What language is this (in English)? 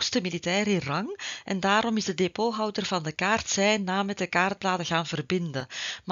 Dutch